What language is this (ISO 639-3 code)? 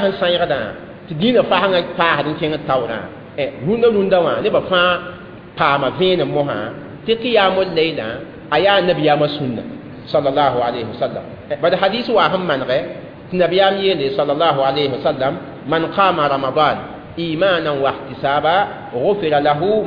mos